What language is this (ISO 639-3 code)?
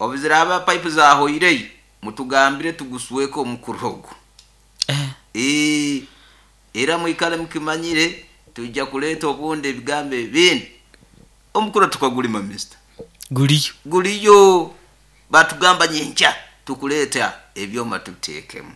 nyo